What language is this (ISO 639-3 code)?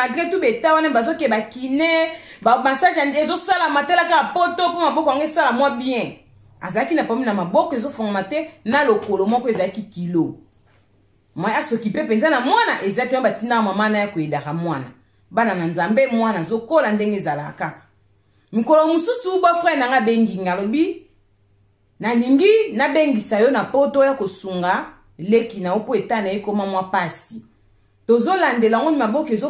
lin